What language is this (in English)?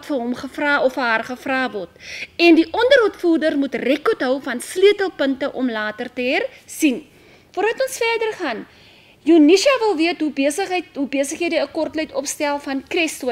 Afrikaans